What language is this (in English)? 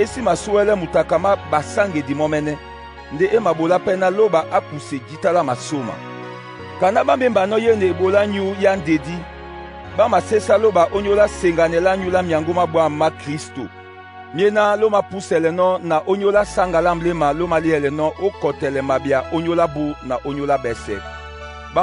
Duala